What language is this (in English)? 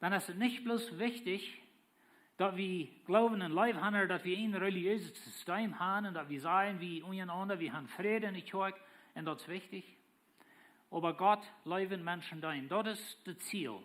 Plautdietsch